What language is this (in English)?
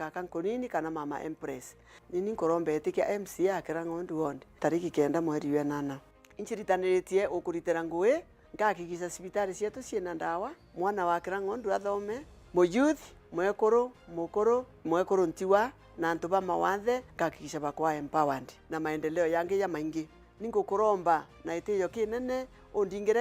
Meru